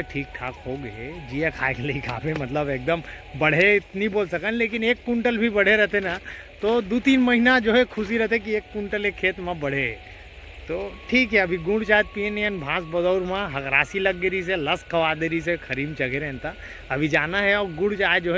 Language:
Chhattisgarhi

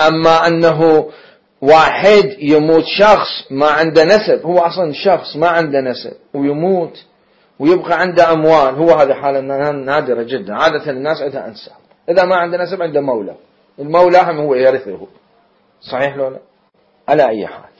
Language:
Mesopotamian Arabic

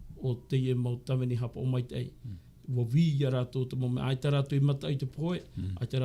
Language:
Tahitian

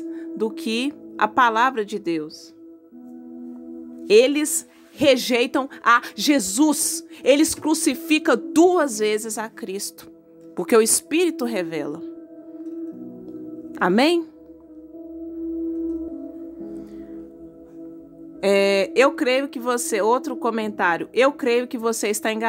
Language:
Portuguese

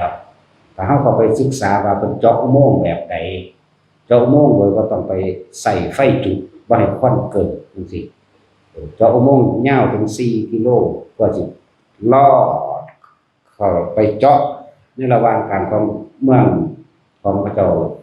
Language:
Northeastern Thai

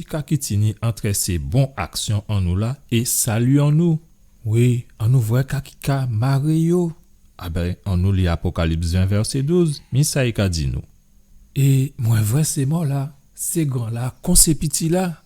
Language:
Guadeloupean Creole French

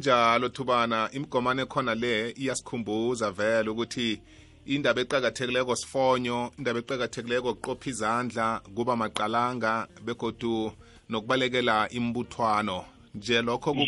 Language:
South Ndebele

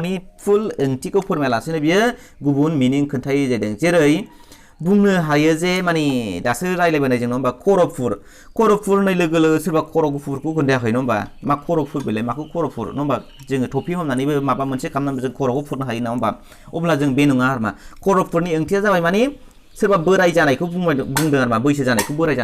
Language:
Bodo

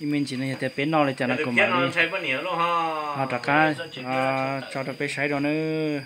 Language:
Hmong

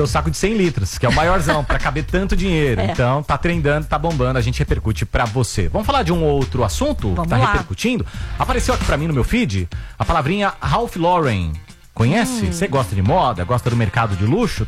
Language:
Portuguese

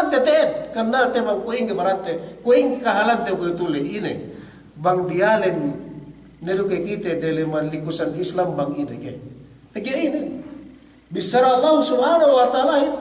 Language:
Yakan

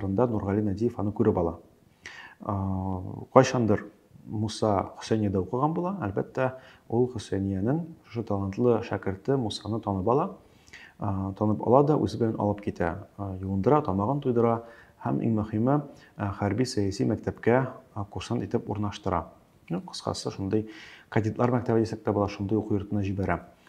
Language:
Tatar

